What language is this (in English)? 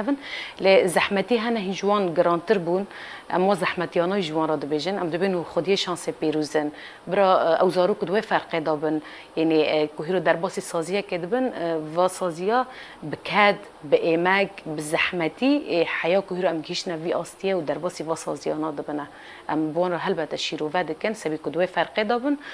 Kurdish